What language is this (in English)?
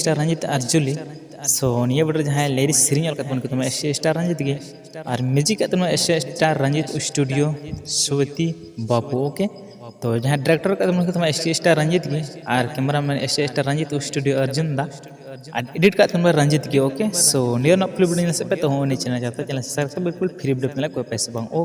Santali